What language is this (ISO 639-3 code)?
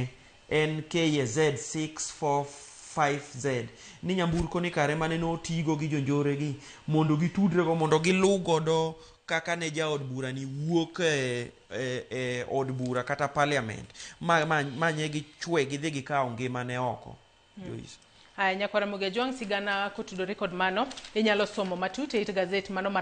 luo